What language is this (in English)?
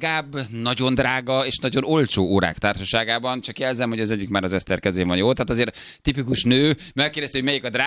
Hungarian